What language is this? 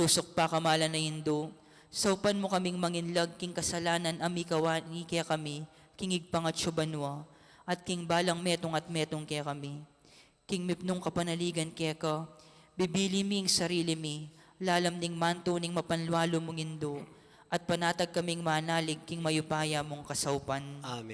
Pampanga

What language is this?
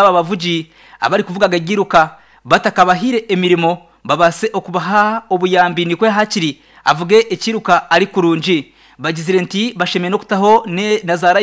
Nyankole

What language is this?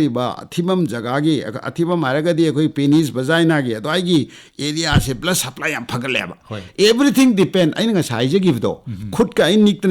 Manipuri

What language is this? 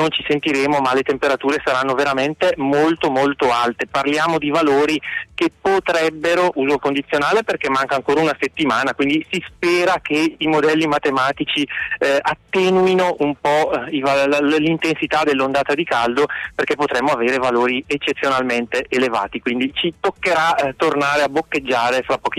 Italian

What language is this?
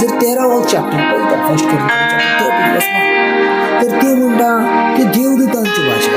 Konkani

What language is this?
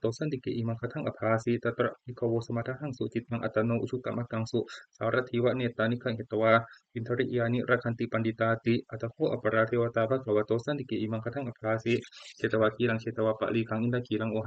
Pali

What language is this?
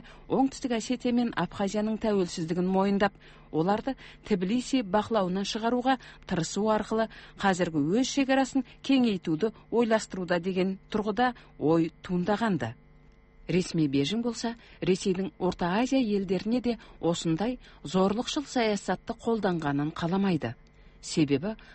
Kazakh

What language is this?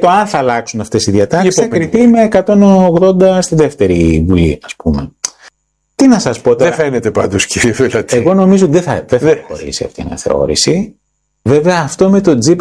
Greek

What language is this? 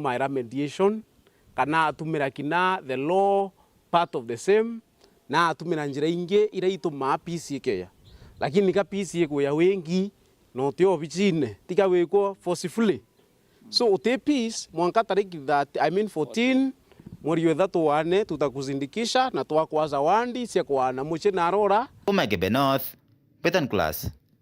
Meru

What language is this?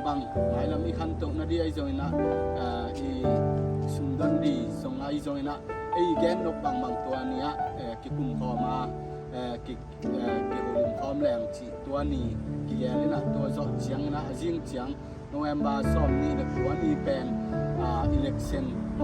Tedim Chin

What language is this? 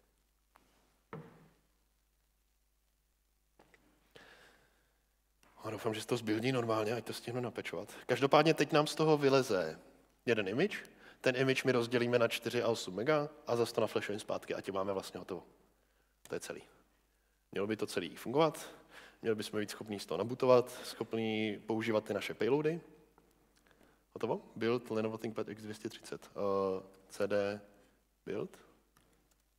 Czech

